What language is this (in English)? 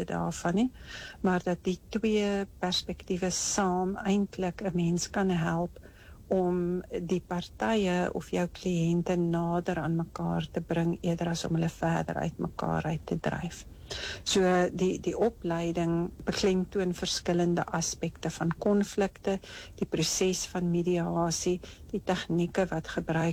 Afrikaans